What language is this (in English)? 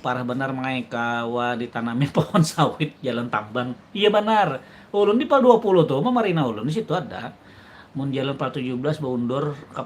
Banjar